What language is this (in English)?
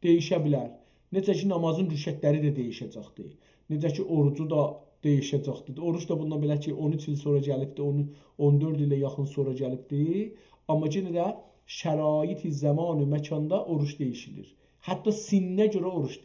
South Azerbaijani